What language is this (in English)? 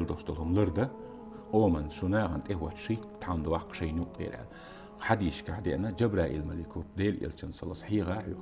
Chechen